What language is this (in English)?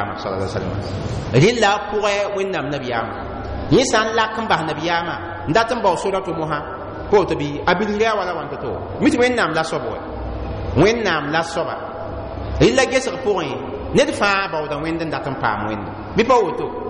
Mossi